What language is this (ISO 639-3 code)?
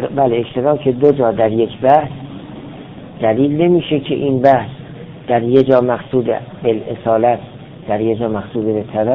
fas